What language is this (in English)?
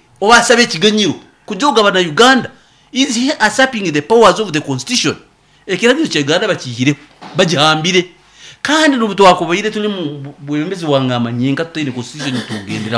Nyankole